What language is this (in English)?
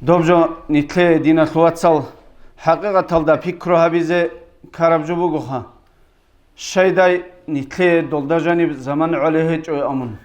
Avaric